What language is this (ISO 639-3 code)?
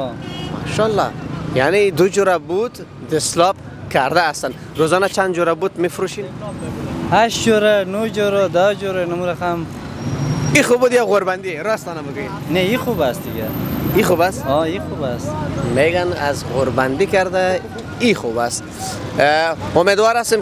fas